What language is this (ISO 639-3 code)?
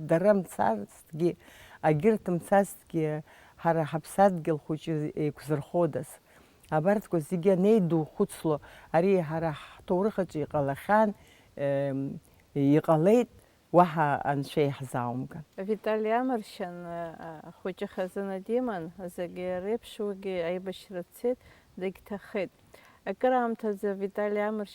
abk